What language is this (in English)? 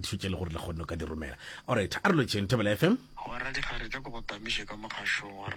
Northern Sotho